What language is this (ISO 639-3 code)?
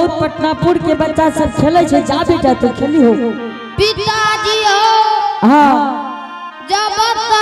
anp